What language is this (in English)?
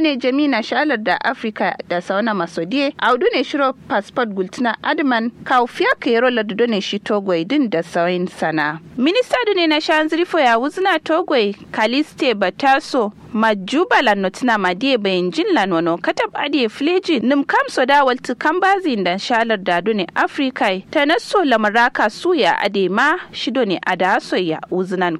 Kanuri